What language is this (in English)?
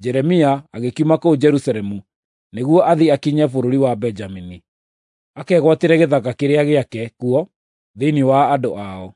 Kikuyu